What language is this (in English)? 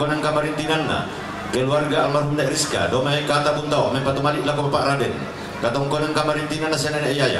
Toraja-Sa'dan